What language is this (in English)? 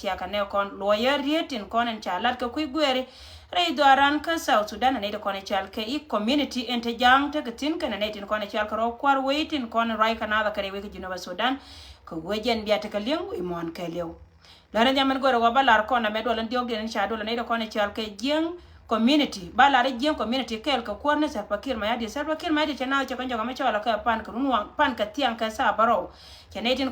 Nuer